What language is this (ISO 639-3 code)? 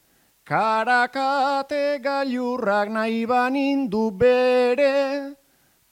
eus